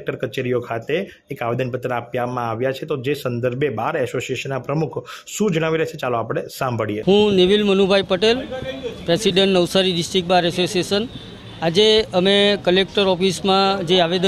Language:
Gujarati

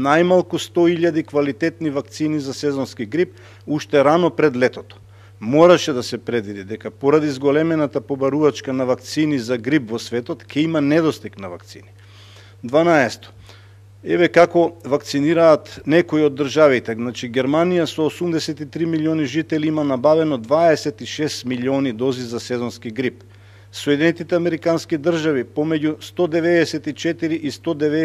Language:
Macedonian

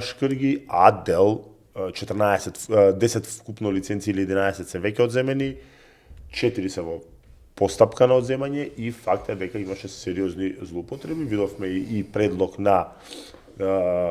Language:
Macedonian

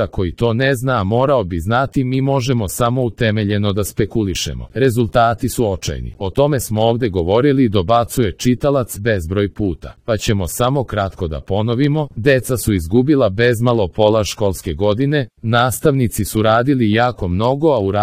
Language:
Serbian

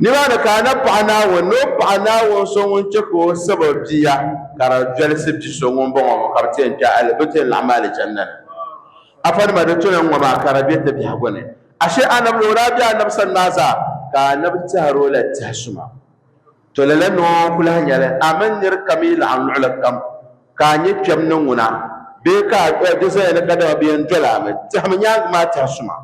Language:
Dagbani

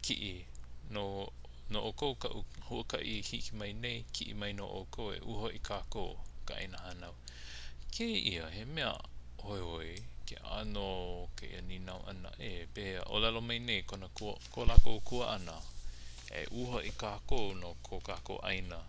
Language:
Hawaiian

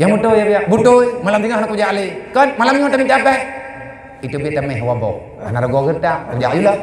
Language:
Achinese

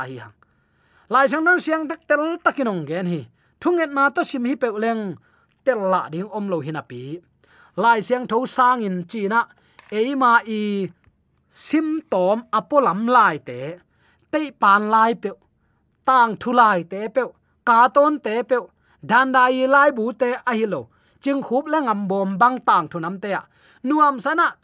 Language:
Tedim Chin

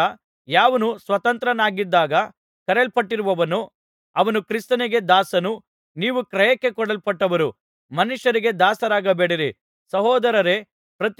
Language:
Kannada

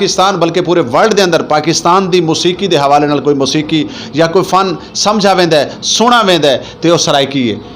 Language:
Saraiki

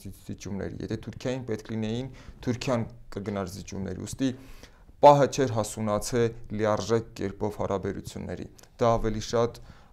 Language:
Armenian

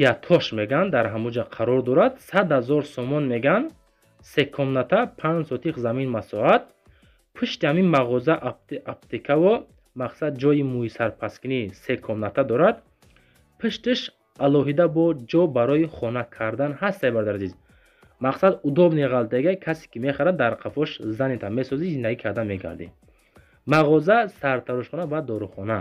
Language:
Tajik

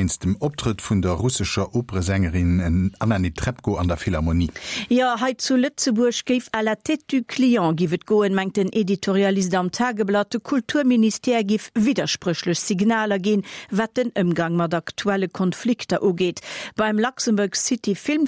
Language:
Luxembourgish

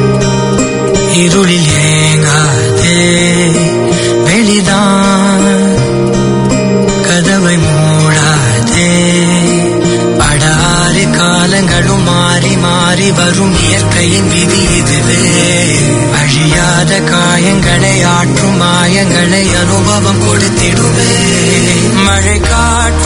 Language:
Tamil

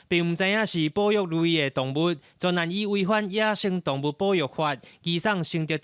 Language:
Min Nan Chinese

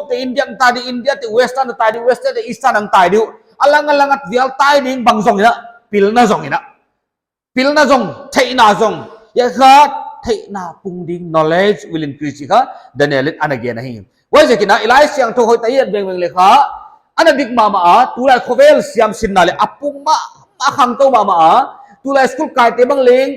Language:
Paite Chin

